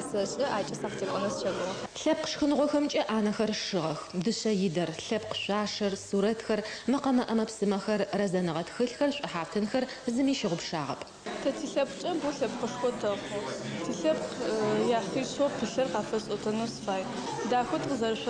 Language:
Adyghe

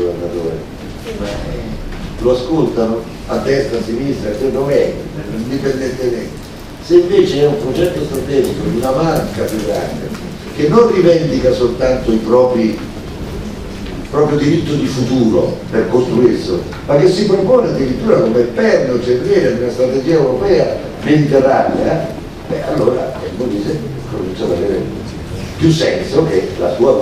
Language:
Italian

